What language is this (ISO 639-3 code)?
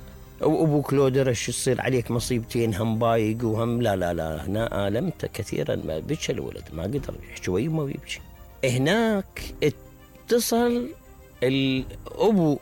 acm